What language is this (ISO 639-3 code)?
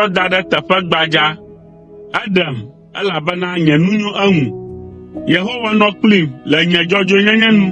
ewe